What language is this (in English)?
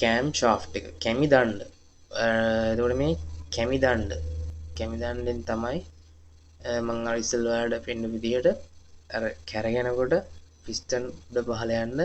Sinhala